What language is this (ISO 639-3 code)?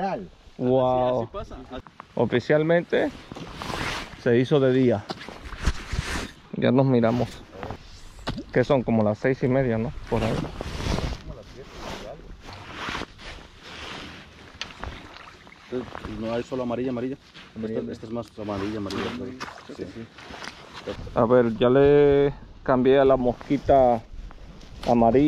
spa